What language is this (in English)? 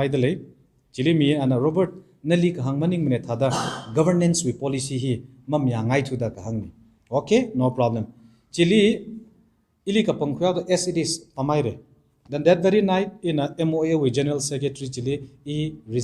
Tangkhul Naga (India)